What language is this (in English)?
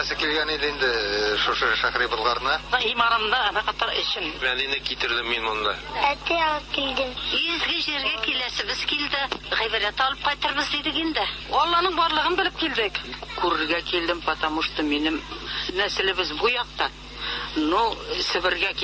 Tatar